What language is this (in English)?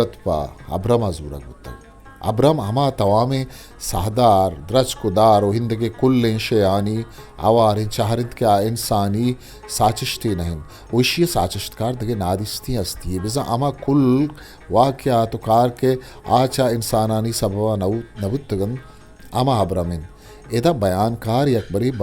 Eastern Balochi